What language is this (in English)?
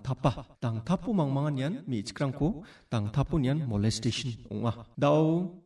Garo